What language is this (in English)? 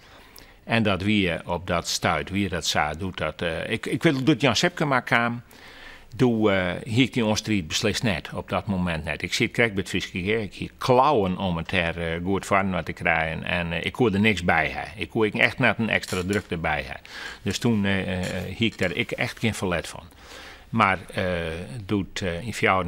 Western Frisian